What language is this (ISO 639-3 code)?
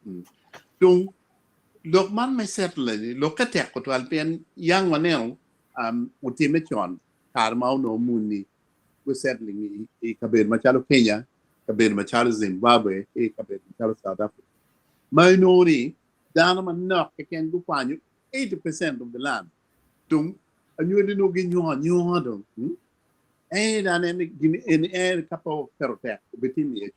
ach